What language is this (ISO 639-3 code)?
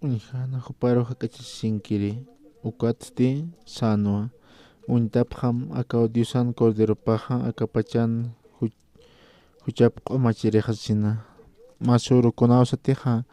aym